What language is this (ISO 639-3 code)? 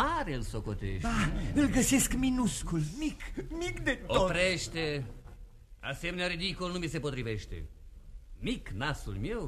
ron